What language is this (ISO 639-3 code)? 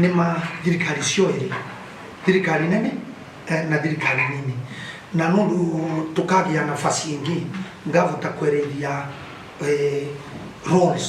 mer